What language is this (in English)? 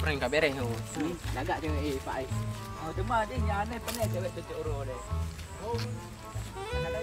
Achinese